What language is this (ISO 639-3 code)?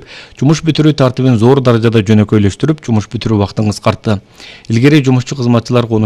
kir